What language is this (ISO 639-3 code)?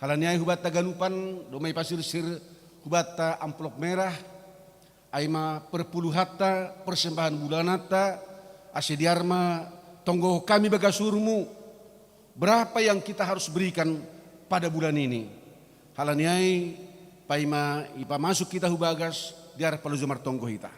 bts